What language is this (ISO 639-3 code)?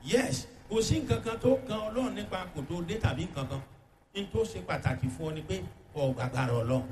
yor